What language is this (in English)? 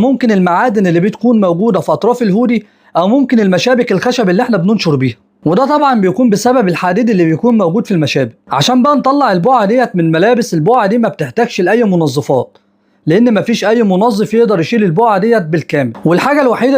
Egyptian Arabic